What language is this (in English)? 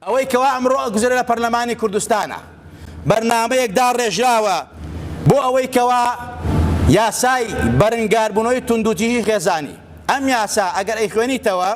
Central Kurdish